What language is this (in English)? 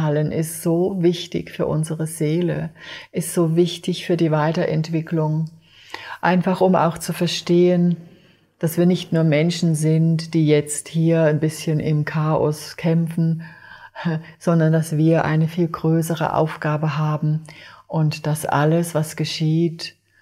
German